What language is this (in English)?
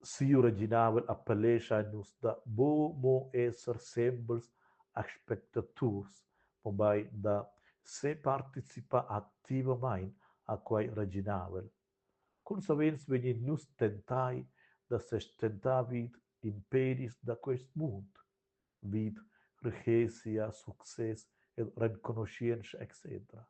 Romansh